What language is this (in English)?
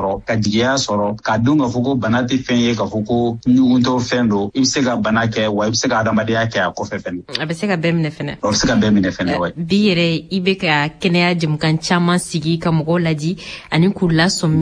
Bambara